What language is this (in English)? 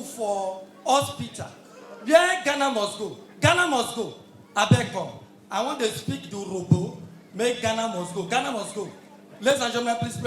Nigerian Pidgin